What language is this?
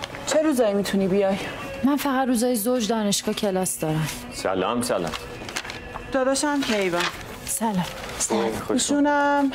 Persian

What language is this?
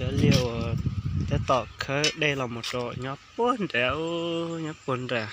Hmong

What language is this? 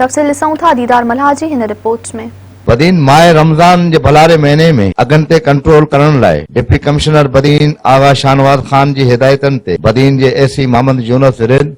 Sindhi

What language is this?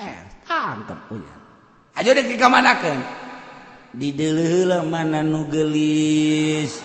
Sundanese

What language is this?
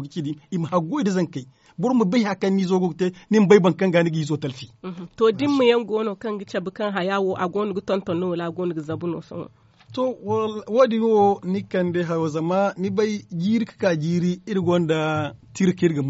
Zarma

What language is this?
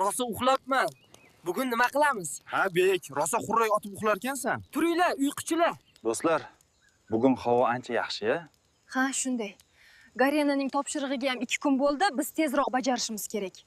Uzbek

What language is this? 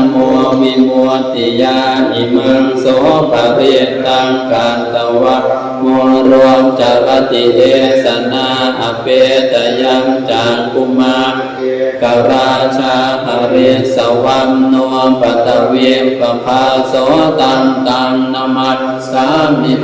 Pali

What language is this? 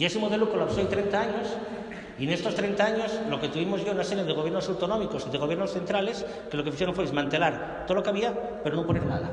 Asturian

